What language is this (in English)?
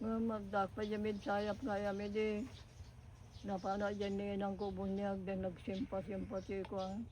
Iloko